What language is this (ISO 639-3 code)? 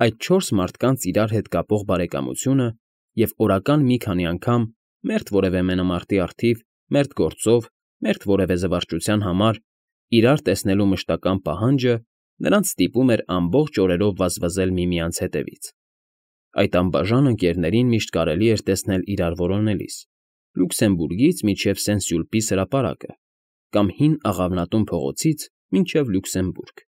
hye